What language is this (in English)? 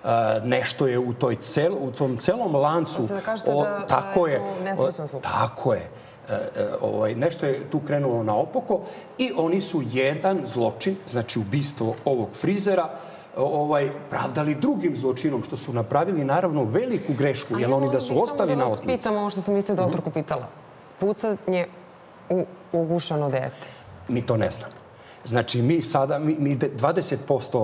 Serbian